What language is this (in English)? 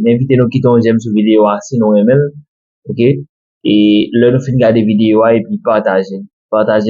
Haitian Creole